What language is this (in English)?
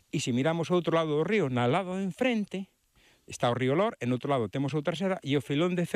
Galician